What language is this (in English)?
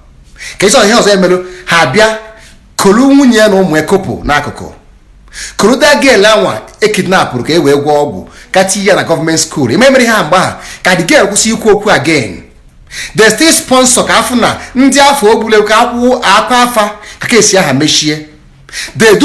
Igbo